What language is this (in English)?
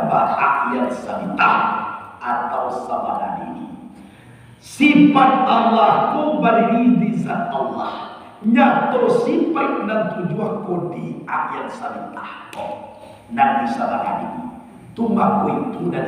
Minangkabau